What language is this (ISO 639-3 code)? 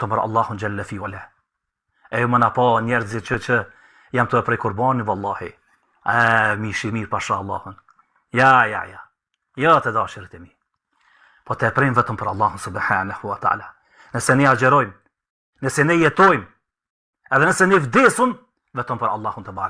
sqi